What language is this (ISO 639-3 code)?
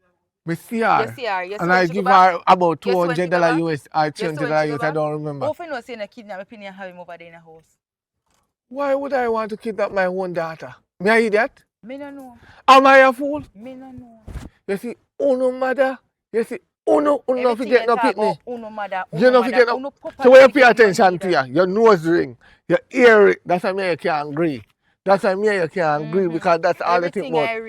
jam